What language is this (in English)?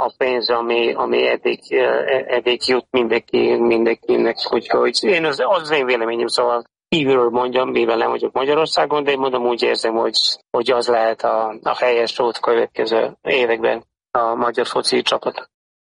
Hungarian